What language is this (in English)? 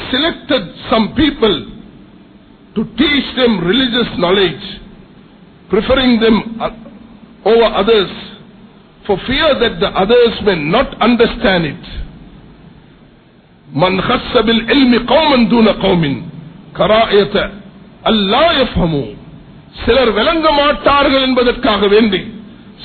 Tamil